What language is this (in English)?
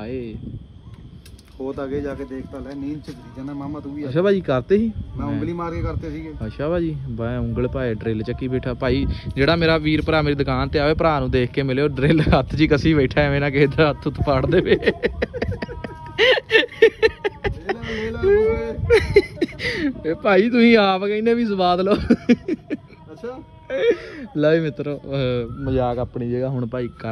Punjabi